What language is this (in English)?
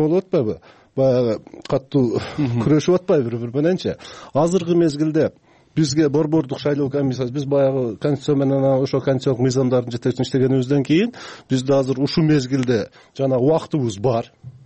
Kyrgyz